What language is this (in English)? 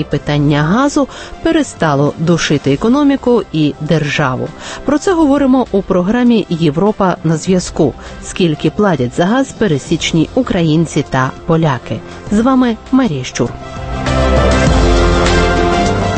Ukrainian